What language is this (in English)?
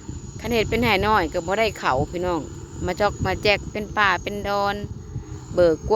Northeastern Thai